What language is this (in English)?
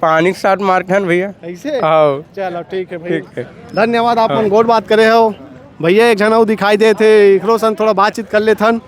Chhattisgarhi